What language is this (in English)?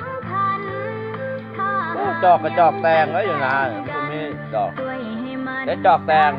Lao